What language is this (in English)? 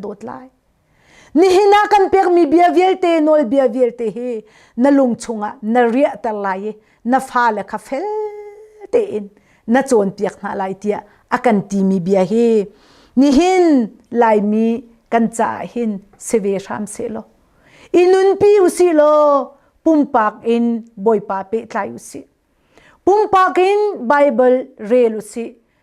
Hakha Chin